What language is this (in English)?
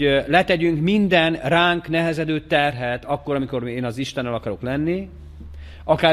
Hungarian